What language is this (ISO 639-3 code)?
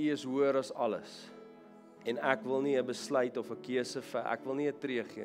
afr